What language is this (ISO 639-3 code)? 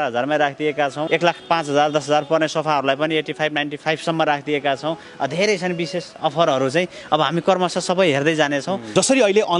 nep